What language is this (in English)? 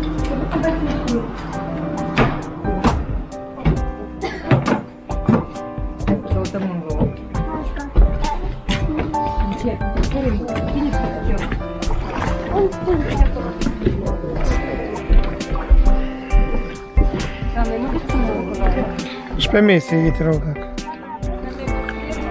Romanian